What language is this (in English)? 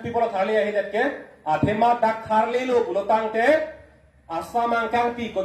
Karbi